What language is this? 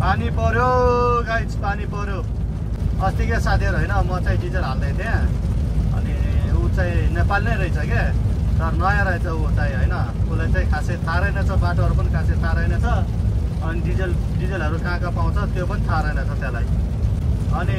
Nepali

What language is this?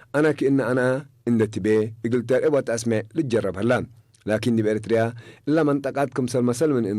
Tigre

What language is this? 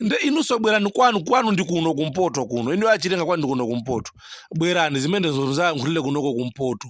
Nyanja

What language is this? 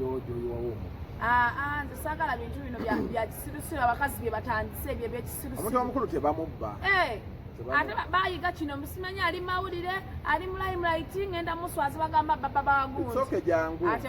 Ganda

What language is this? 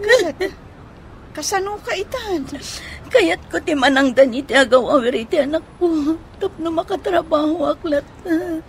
Iloko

